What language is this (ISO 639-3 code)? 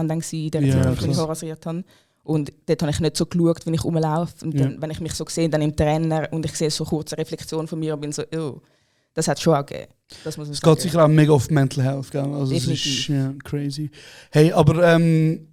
gsw